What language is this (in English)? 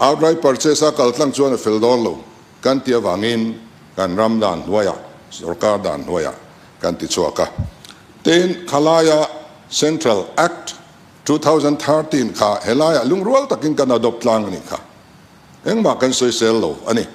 Mizo